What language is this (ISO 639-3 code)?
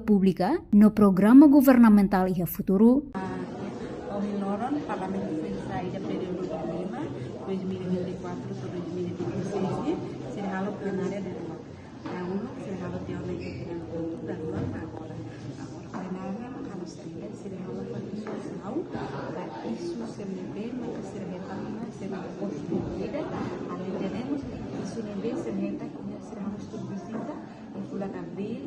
tet